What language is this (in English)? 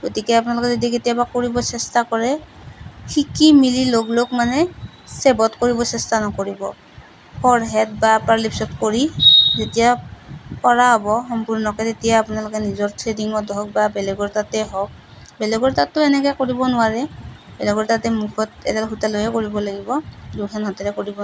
Assamese